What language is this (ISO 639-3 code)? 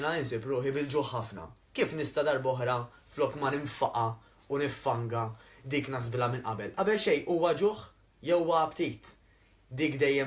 mlt